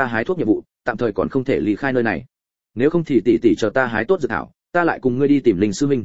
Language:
Vietnamese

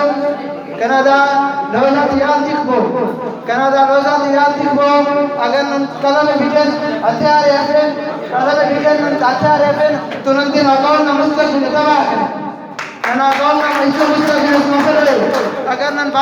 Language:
Brahui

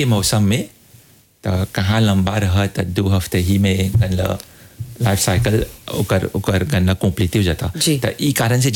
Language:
Bhojpuri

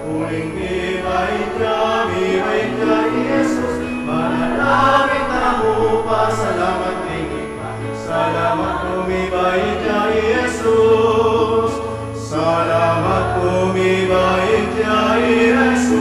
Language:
Pampanga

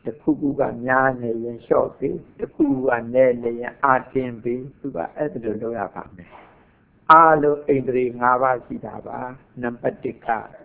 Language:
Burmese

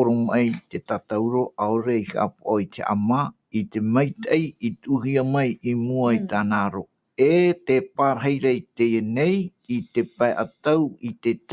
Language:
Tahitian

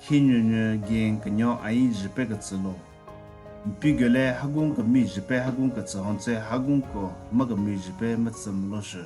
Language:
Southern Rengma Naga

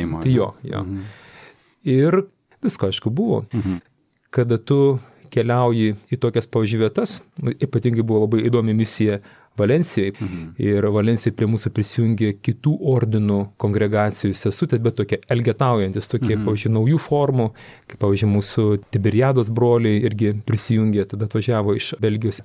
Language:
Lithuanian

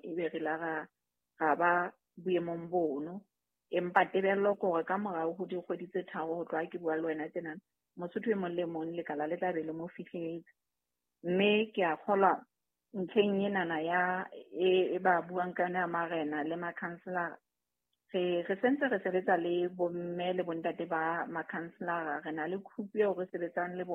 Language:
Southern Sotho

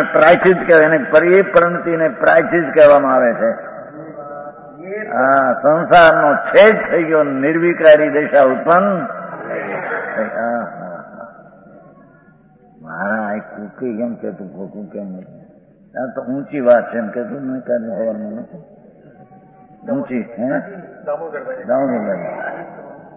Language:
Gujarati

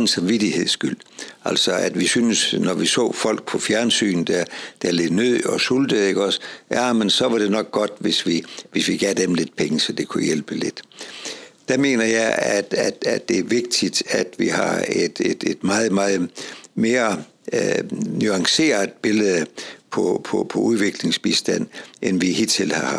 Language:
Danish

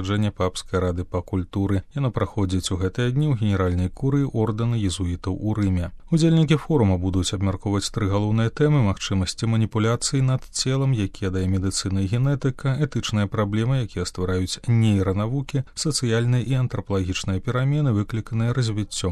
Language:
Belarusian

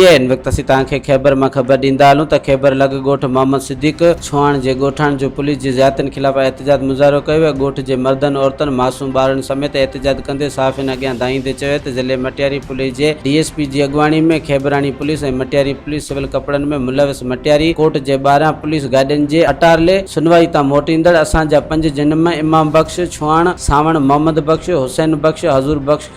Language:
Sindhi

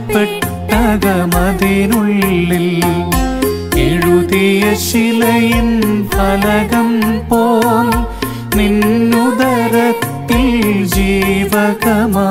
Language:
Malayalam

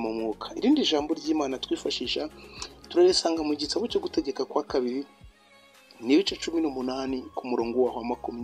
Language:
Kinyarwanda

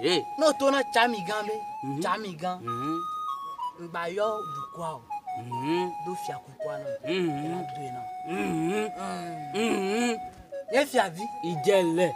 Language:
Ewe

